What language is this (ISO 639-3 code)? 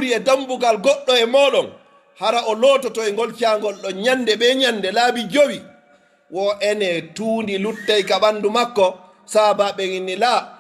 ful